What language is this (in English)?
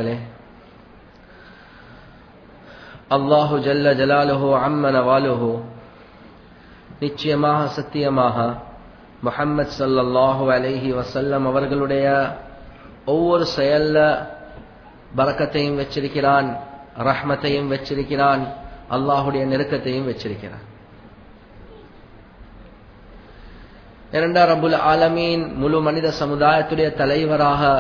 Tamil